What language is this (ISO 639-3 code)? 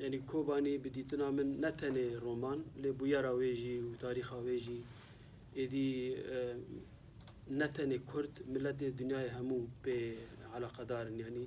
kur